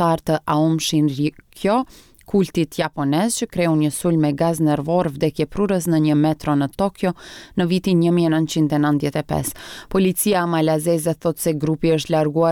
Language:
Albanian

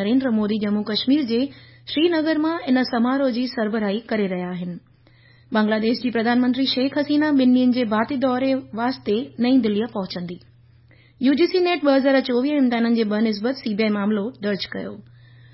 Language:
Sindhi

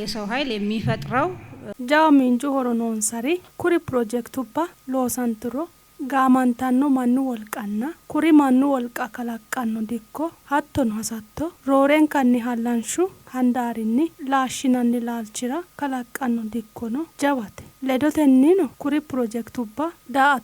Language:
Sidamo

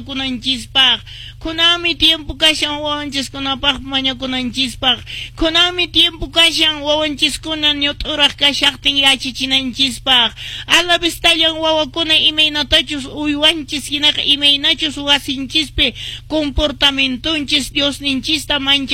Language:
Quechua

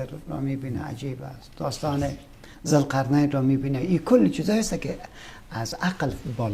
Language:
Persian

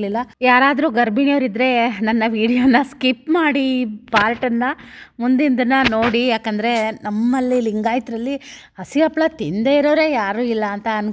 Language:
Kannada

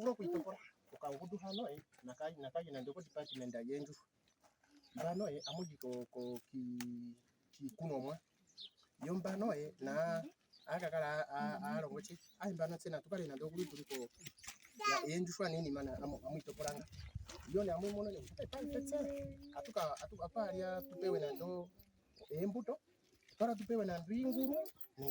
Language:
Ndonga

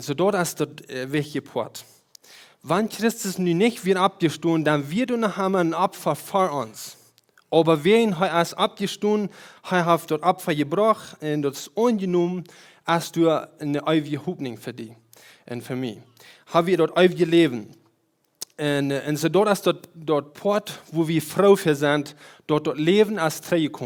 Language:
Plautdietsch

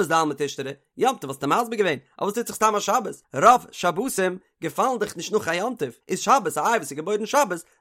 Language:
Yiddish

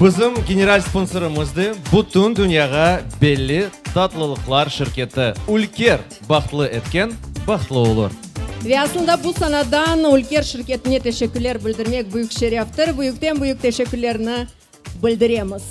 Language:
Crimean Tatar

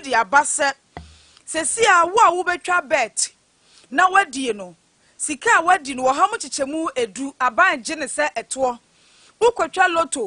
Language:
Akan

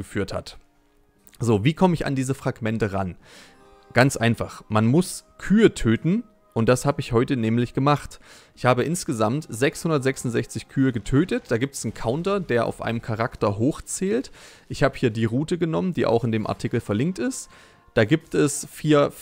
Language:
German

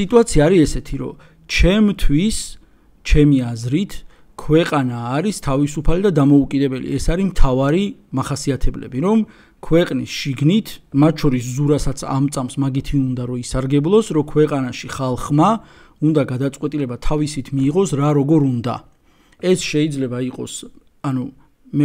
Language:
Georgian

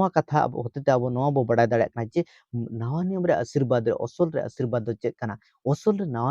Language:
Santali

